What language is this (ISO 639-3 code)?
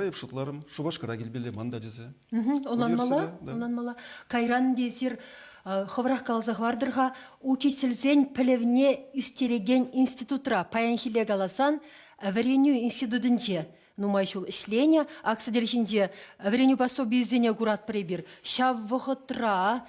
chv